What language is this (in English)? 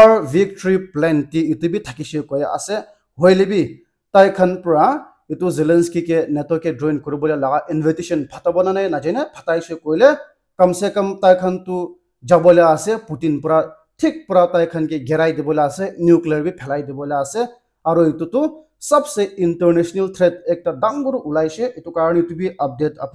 Naga Pidgin